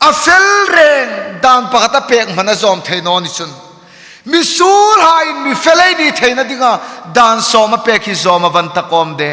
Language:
Hmar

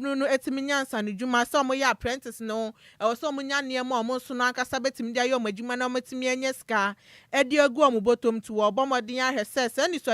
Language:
Akan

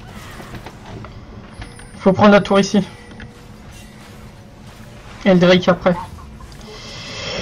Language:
French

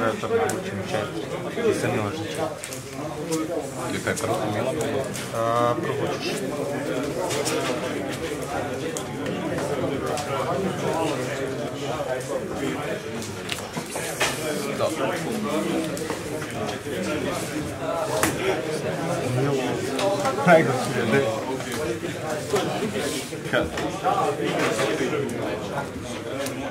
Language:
Croatian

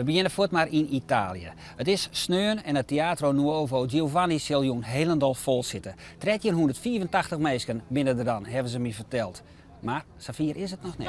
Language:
Western Frisian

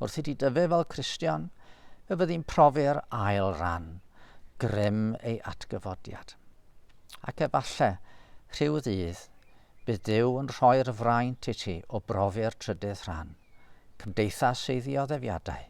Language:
Welsh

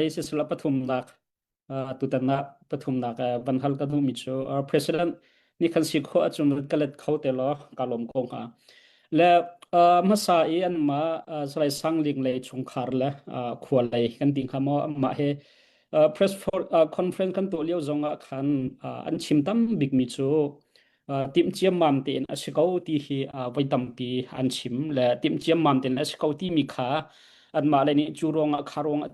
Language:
Hakha Chin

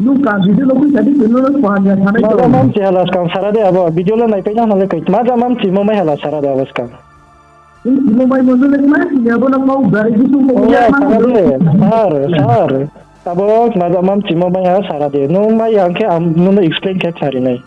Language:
Riang (India)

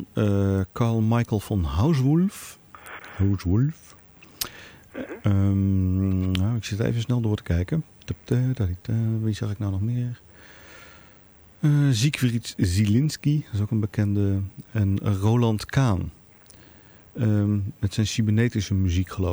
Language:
Dutch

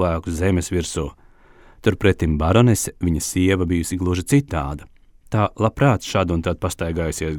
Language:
Latvian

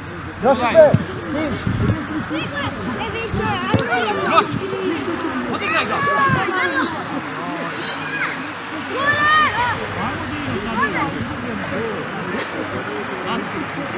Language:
Croatian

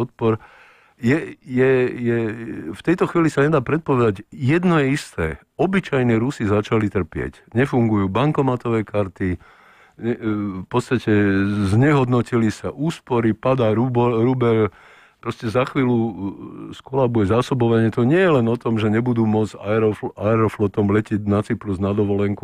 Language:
Slovak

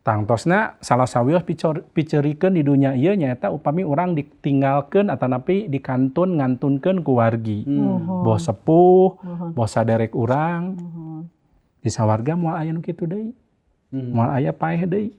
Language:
Sundanese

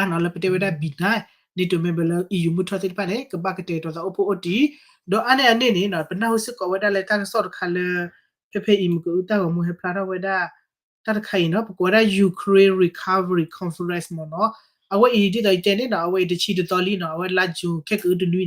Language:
S'gaw Karen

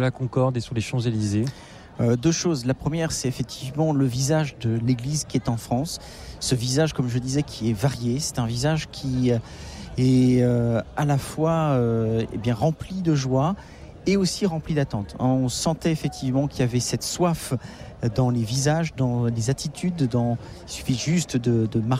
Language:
French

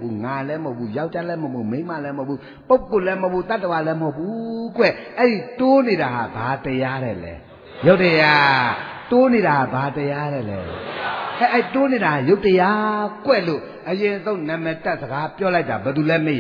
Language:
Burmese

